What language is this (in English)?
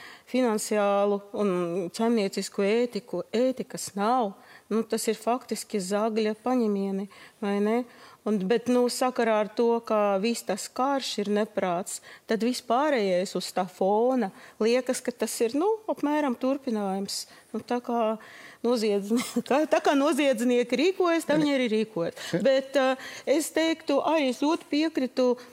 Latvian